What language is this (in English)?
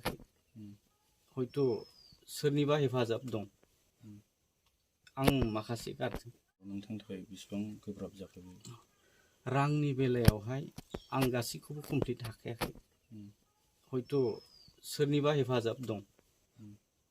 Bodo